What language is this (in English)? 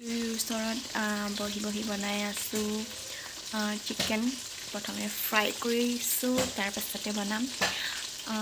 Assamese